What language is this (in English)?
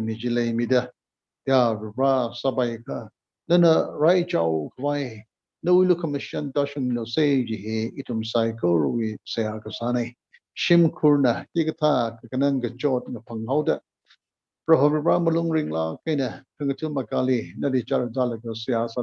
Tangkhul Naga (India)